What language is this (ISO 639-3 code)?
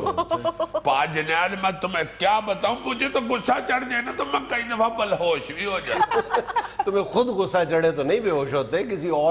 urd